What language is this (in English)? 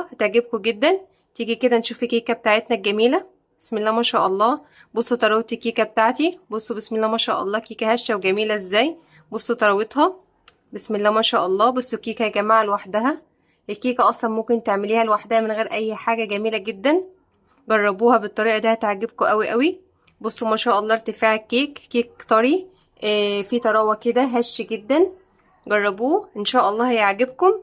Egyptian Arabic